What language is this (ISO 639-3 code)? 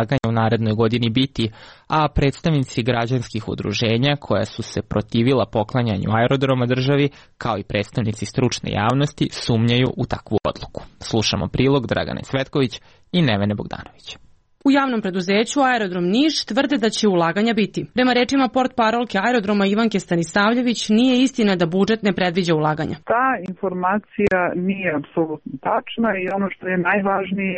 srp